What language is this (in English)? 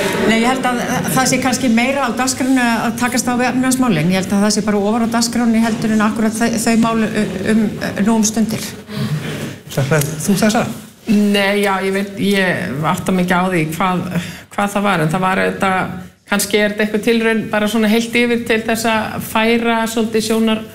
Icelandic